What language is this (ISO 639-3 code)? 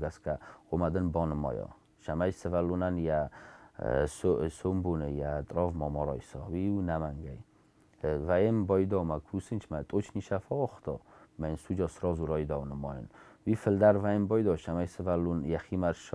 oss